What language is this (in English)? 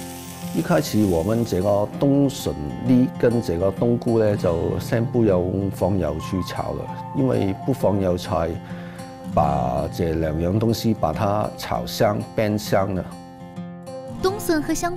Chinese